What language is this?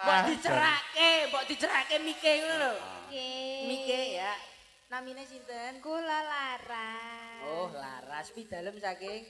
Javanese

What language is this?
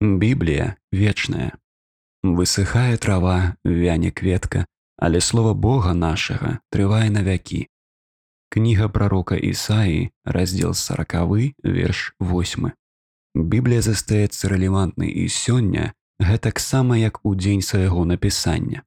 Belarusian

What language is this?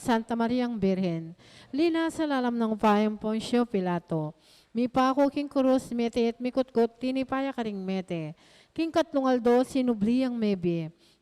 Pampanga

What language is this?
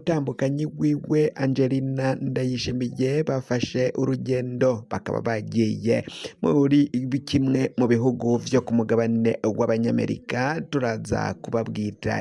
Rundi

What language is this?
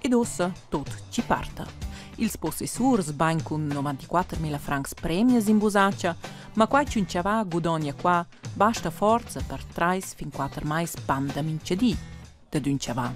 Romansh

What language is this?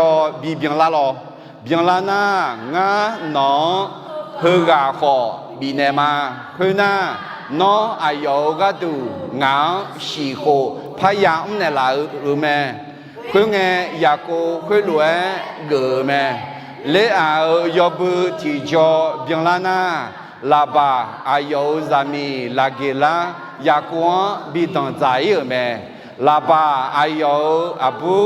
Akha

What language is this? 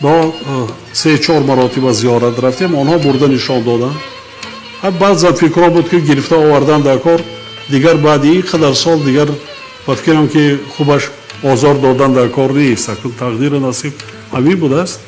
Tajik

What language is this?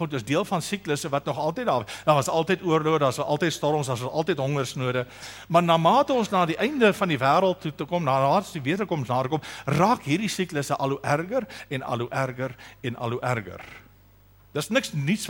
Afrikaans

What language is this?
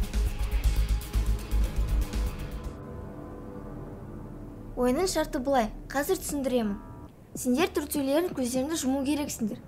Kazakh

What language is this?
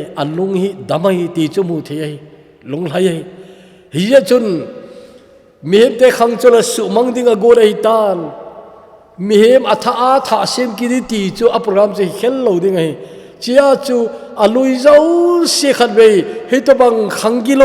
Thado Chin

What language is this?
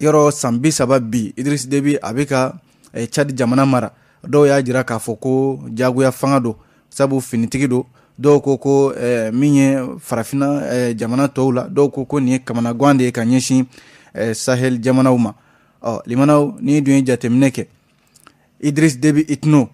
Bambara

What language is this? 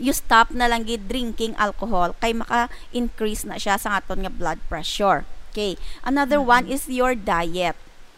Hiligaynon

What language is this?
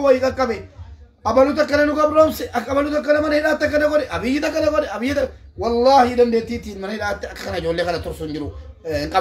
Oromo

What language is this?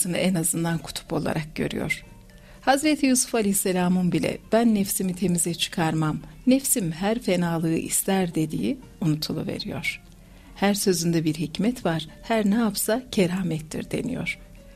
Turkish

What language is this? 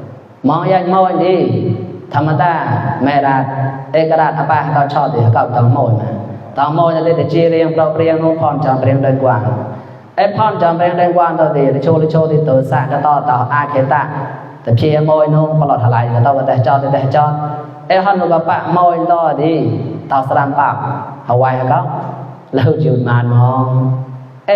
Mon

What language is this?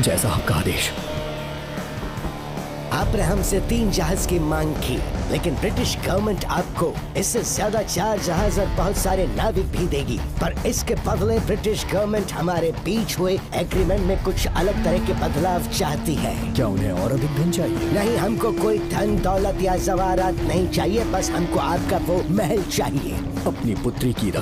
Hindi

